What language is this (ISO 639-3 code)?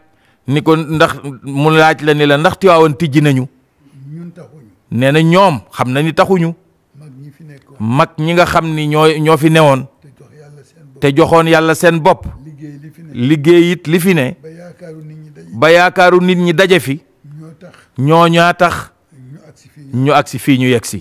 wol